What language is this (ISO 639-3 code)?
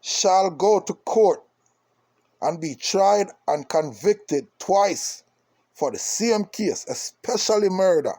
jam